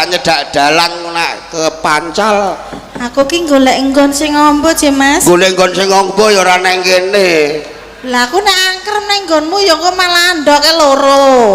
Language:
Javanese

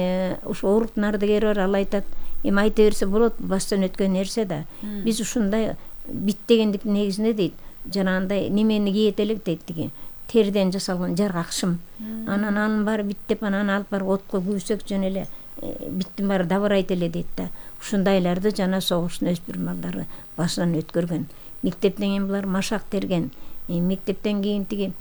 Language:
Kyrgyz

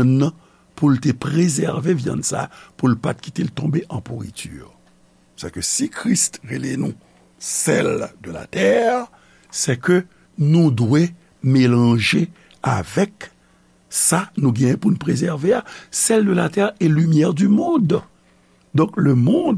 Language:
Haitian Creole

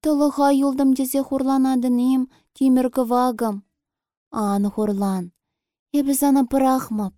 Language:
Chuvash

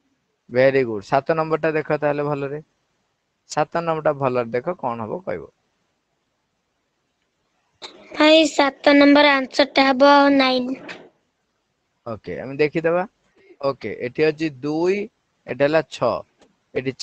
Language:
Odia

